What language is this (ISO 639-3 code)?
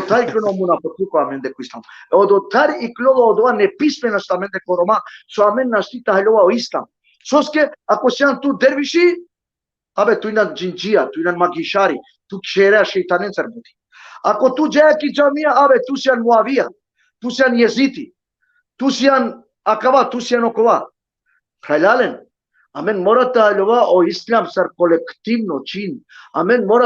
rmn